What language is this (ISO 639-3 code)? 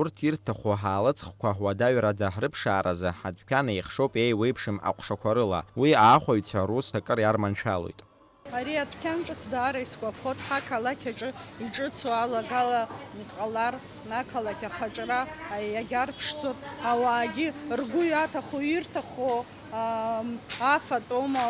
abk